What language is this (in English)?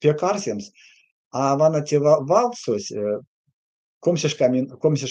Erzya